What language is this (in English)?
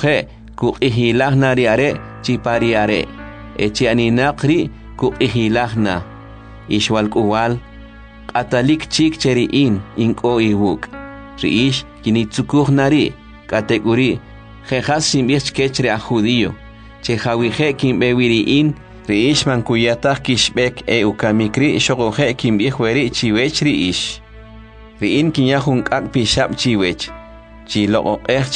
Kʼicheʼ